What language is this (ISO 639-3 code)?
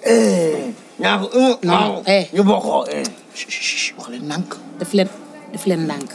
wol